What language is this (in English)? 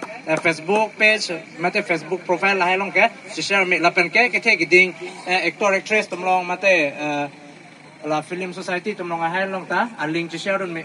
Karbi